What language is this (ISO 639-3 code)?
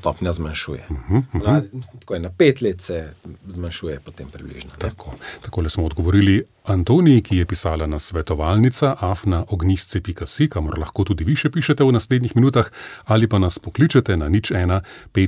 slv